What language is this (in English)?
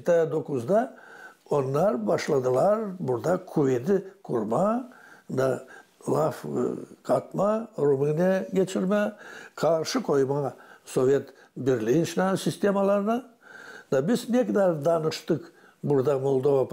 Gagauz